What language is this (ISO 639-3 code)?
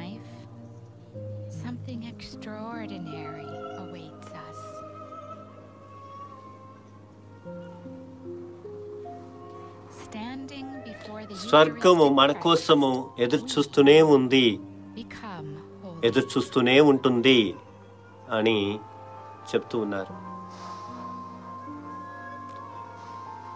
tel